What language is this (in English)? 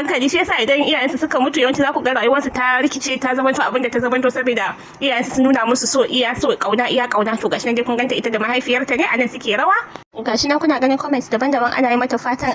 Hausa